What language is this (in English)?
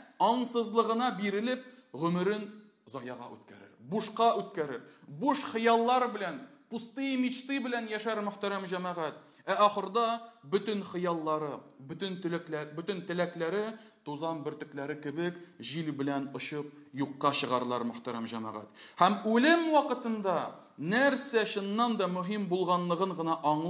Tatar